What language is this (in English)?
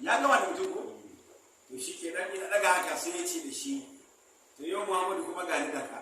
Hausa